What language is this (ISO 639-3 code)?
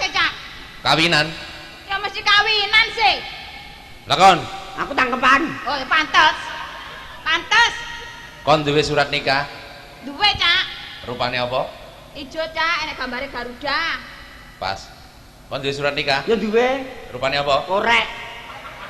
jav